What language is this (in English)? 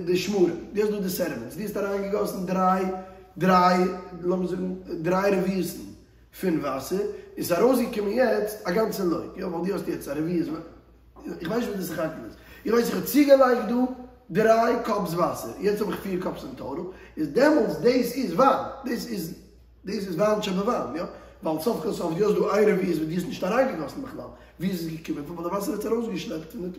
Yiddish